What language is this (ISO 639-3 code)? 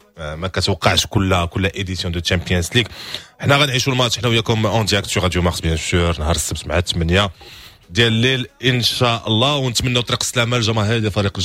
ary